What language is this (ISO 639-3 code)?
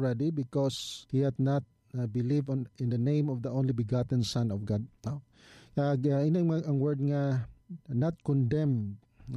hil